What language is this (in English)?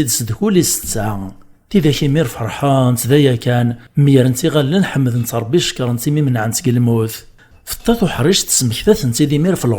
Kabyle